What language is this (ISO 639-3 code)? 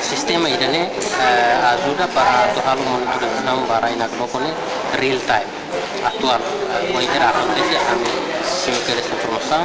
tet